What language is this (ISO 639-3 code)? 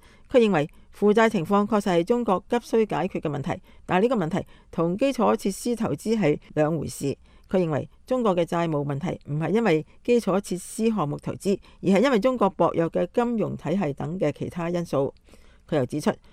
yue